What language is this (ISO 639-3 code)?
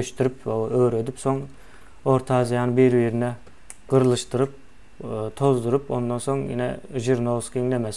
tuk